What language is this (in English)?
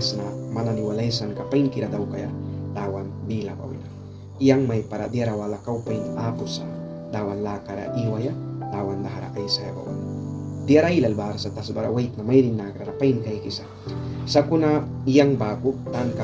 Mískito